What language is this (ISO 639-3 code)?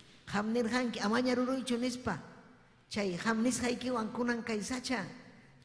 quy